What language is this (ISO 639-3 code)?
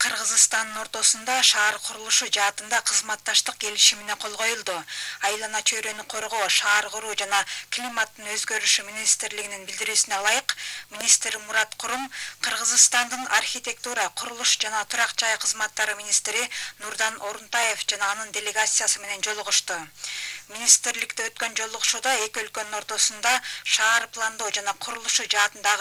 kir